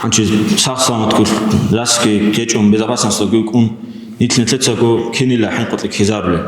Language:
Avaric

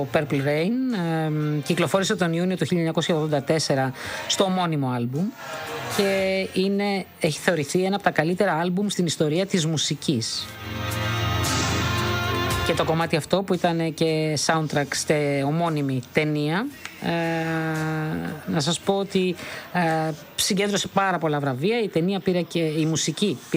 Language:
Greek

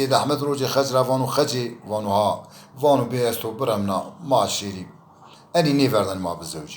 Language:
Zaza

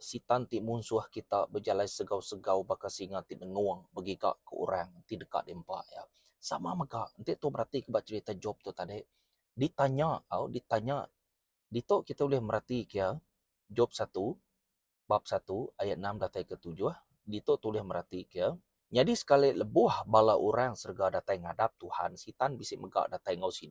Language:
Iban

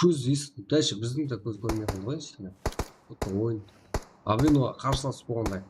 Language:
Kara-Kalpak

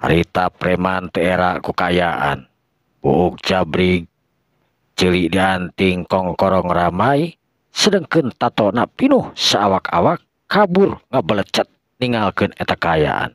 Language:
Sundanese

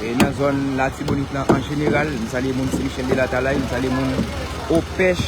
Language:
Haitian Creole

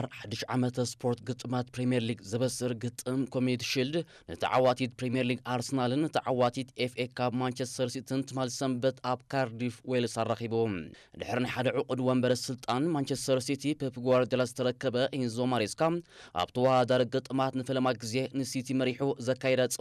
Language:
Tigrinya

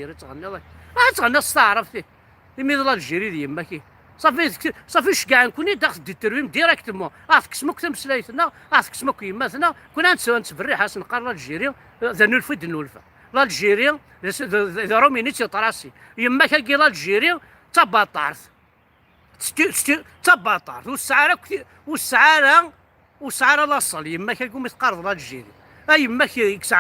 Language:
Kabyle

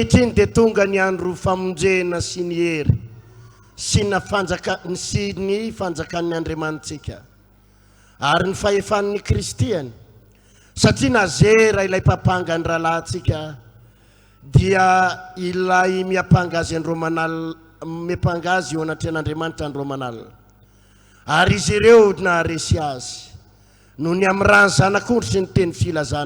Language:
Malagasy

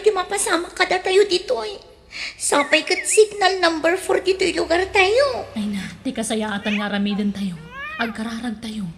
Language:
Iloko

